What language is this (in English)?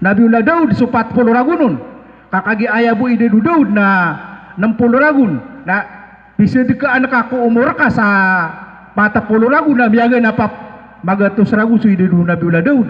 Maranao